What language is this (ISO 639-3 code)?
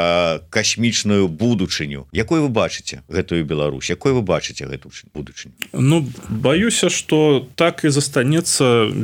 bel